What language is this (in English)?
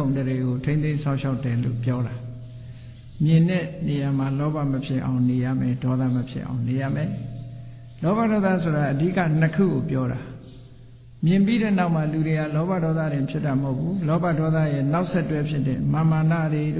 Burmese